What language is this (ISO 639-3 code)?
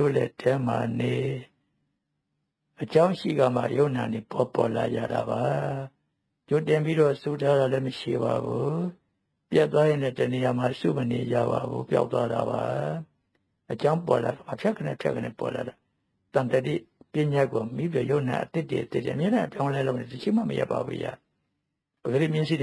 mya